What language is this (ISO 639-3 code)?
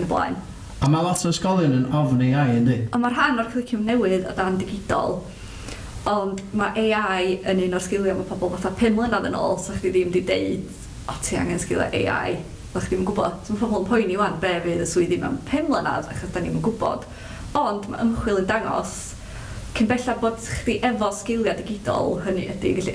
cym